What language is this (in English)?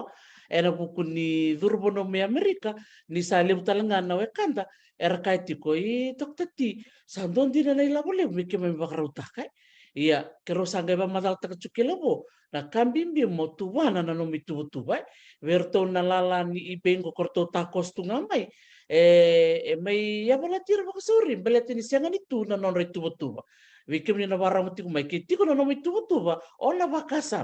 Fijian